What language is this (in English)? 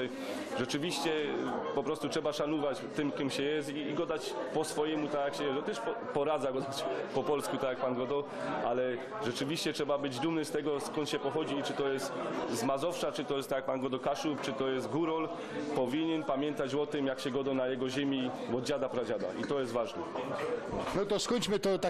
Silesian